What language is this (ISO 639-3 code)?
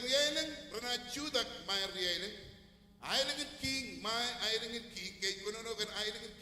mah